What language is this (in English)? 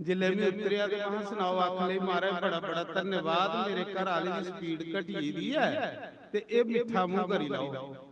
Dogri